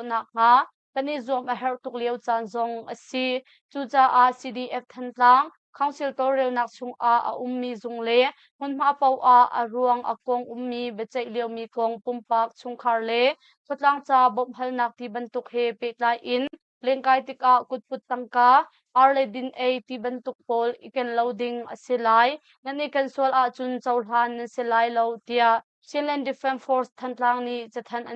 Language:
Hakha Chin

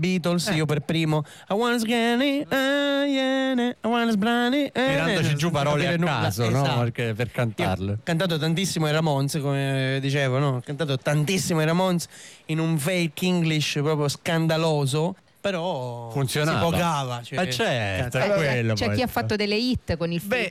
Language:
Italian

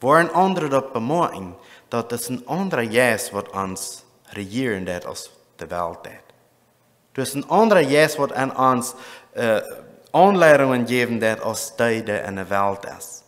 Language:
Plautdietsch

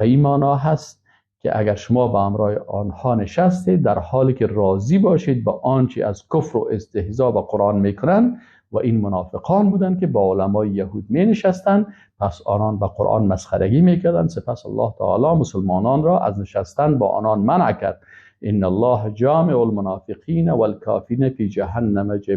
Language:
Persian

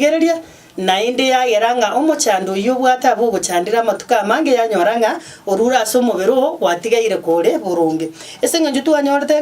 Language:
Gusii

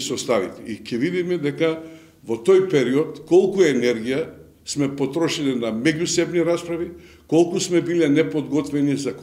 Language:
Macedonian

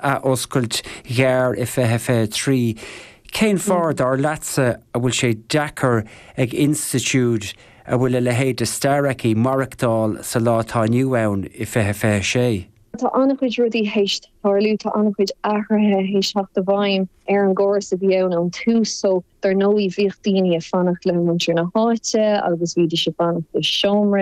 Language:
Irish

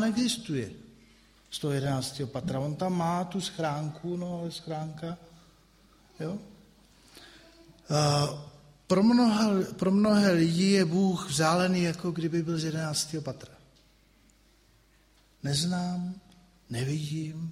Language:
Czech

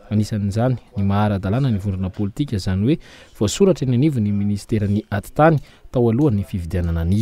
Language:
Malagasy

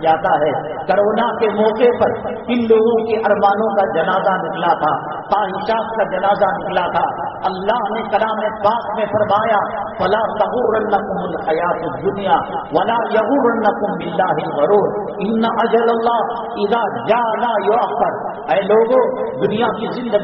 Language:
Urdu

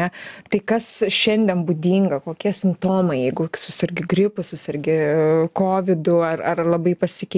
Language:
Lithuanian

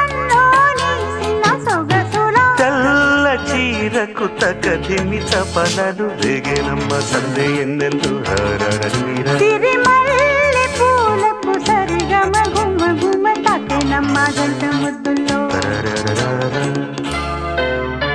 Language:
Telugu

